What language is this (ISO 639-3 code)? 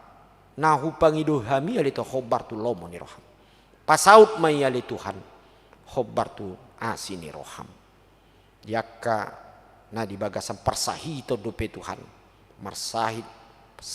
bbc